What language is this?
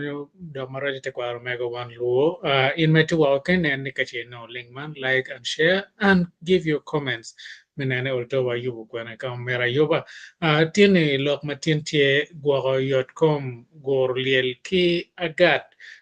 Acoli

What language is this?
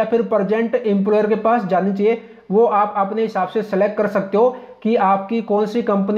Hindi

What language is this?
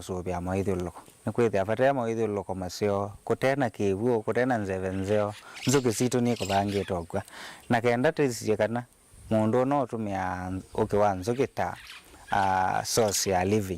Kamba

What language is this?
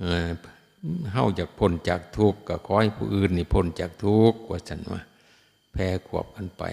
Northeastern Thai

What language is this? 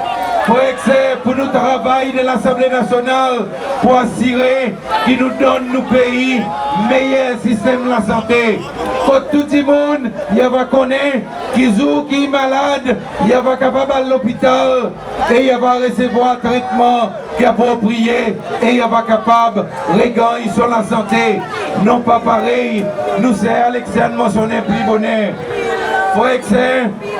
Seselwa Creole French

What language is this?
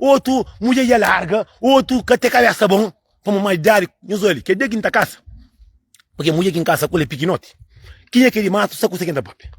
Kabuverdianu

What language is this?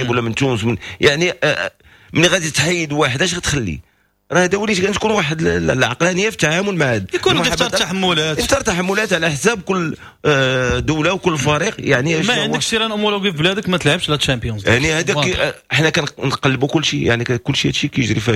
Moroccan Arabic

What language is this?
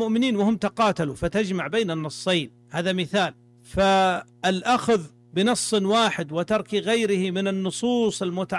Arabic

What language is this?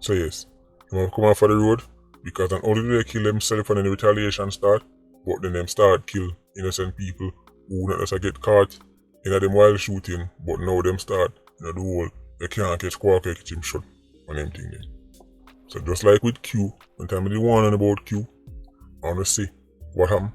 Jamaican Creole English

